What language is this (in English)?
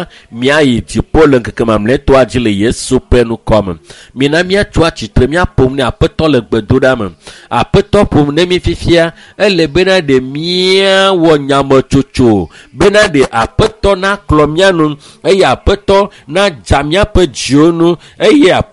Ewe